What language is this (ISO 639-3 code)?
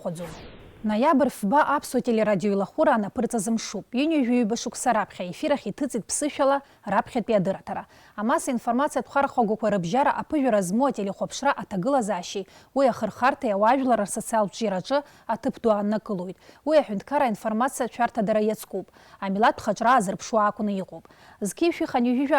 abk